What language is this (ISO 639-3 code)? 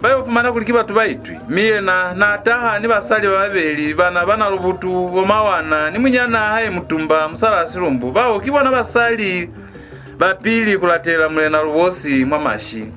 loz